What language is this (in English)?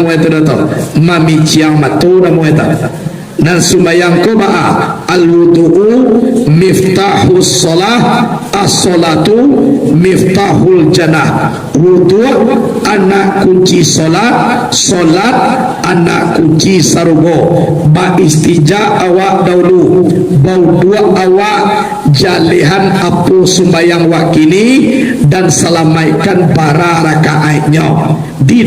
Minangkabau